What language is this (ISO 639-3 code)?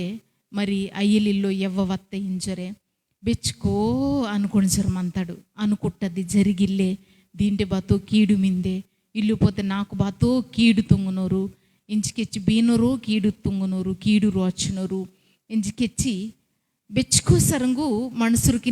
kff